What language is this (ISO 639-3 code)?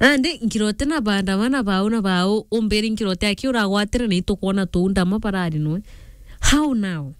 mer